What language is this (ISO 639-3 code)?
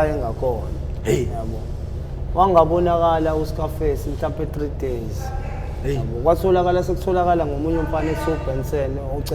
zul